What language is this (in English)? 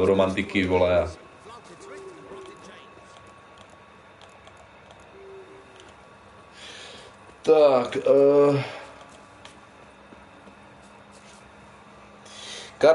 Czech